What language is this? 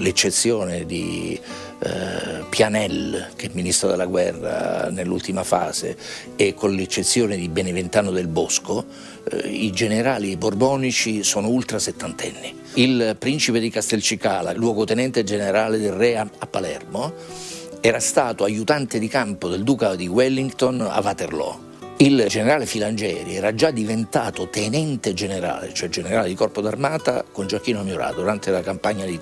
Italian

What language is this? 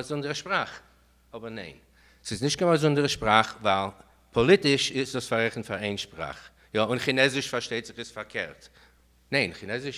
Yiddish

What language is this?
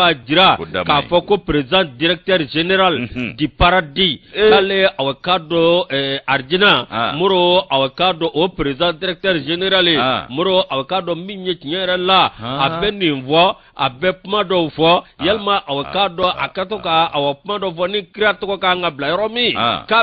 Bambara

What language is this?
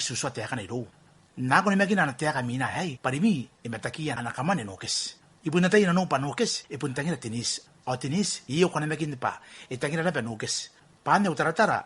Gilbertese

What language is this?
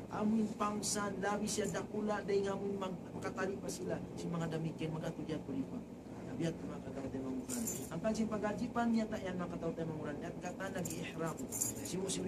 Tausug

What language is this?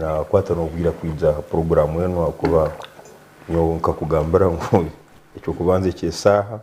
Nyankole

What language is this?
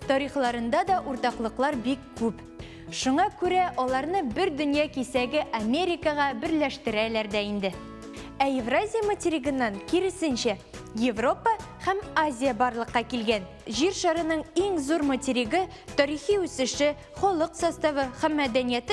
Tatar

